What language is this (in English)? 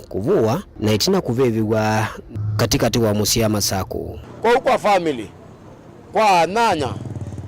Kamba